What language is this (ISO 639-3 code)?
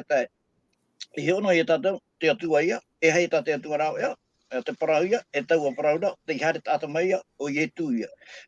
tah